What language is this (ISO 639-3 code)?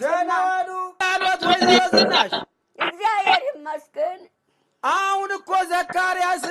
amh